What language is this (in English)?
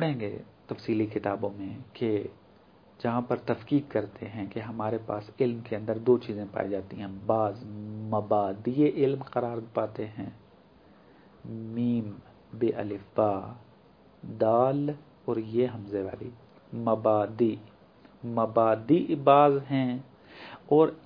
Urdu